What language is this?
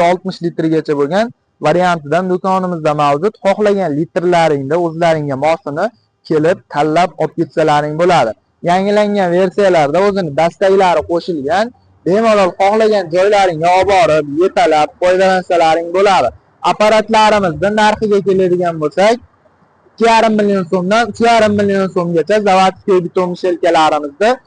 Uzbek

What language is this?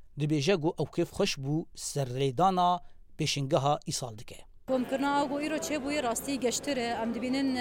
Kurdish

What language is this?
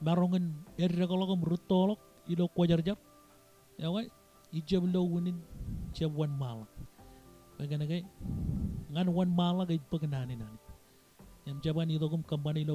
Marshallese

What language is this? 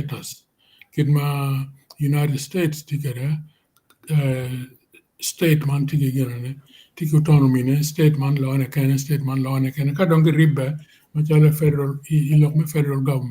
Acoli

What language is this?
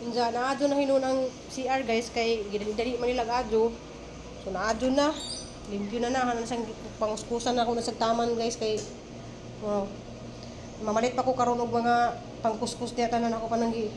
Cebuano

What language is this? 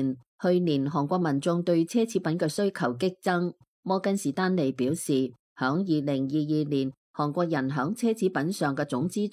Cantonese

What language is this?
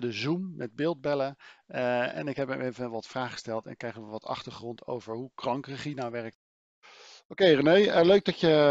Dutch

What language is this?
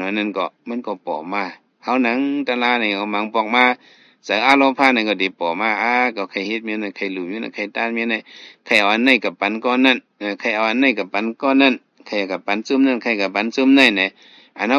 Shan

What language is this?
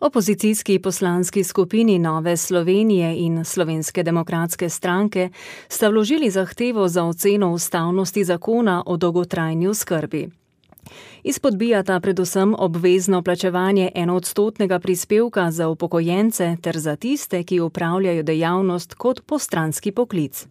Slovenian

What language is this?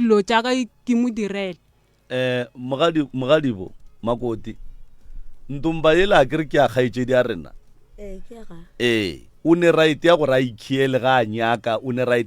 Northern Sotho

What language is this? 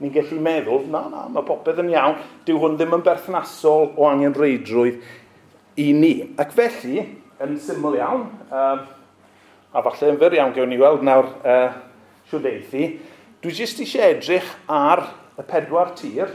Welsh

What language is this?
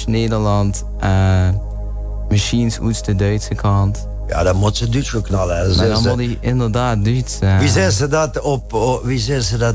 Limburgish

